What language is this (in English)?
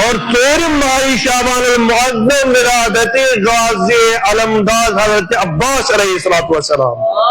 Kashmiri